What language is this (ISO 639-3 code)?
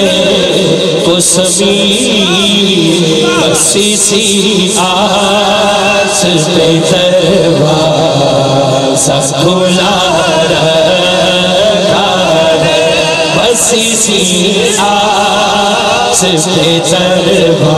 urd